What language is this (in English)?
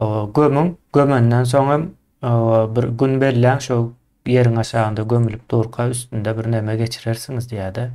Turkmen